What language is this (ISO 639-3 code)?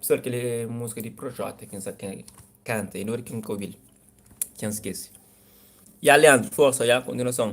kea